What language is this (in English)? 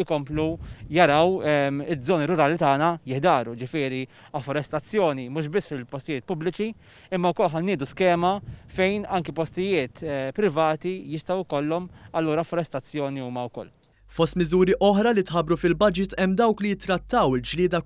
Maltese